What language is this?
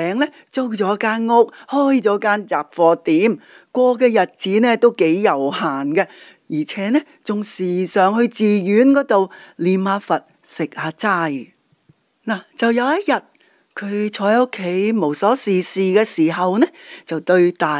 Cantonese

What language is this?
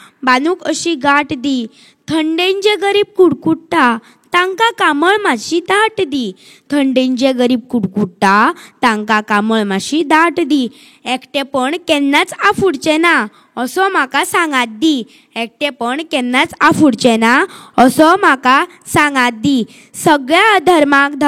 Konkani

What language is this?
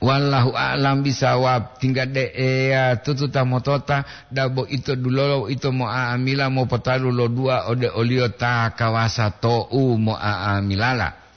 Gorontalo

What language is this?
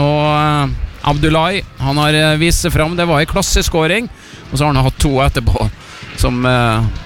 Norwegian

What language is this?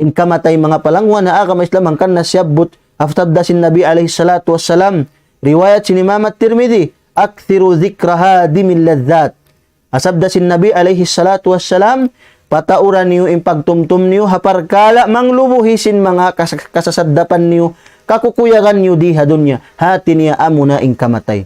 Tausug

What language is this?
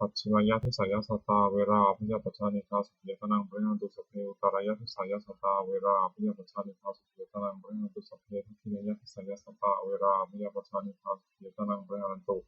Pali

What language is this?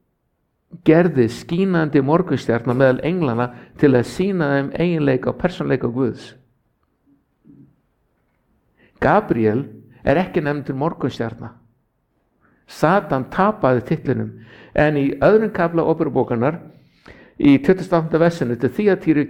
Icelandic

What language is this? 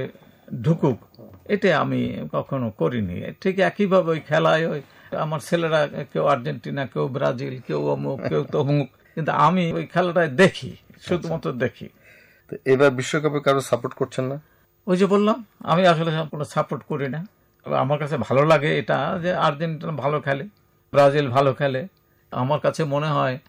Bangla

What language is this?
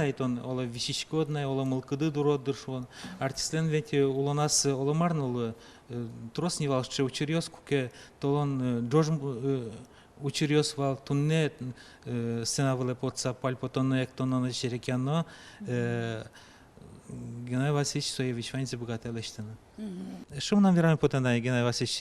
Udmurt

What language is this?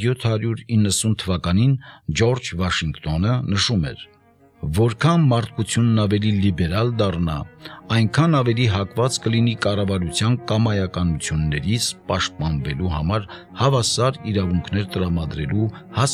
Armenian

